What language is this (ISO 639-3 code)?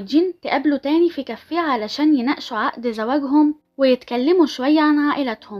arz